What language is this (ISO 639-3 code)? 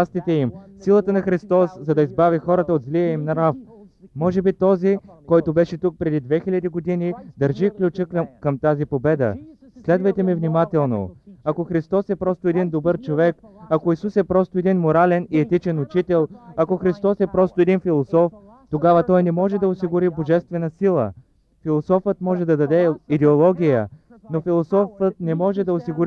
bul